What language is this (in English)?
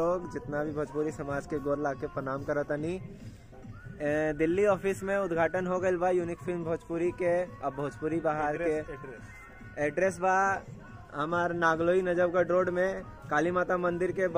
Bhojpuri